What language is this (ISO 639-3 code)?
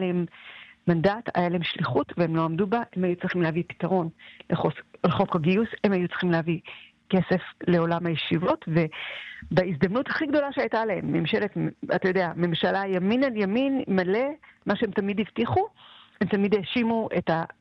heb